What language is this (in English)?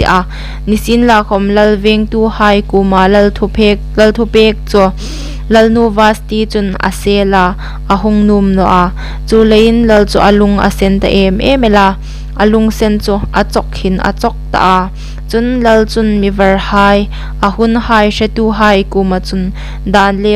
Hmar